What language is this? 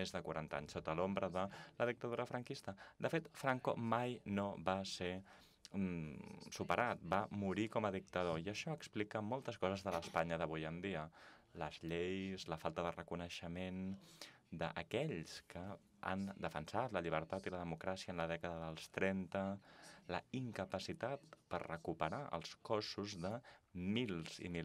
Catalan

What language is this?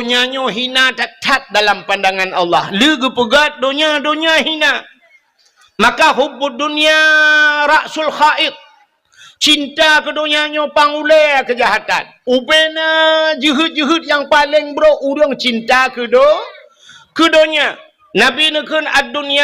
Achinese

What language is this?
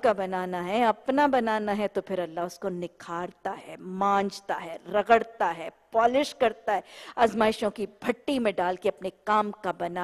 Urdu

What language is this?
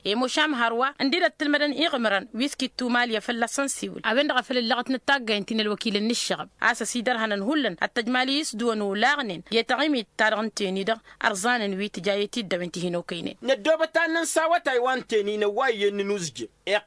Tamasheq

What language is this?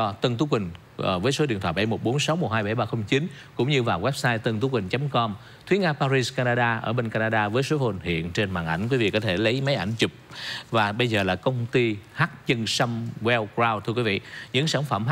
Vietnamese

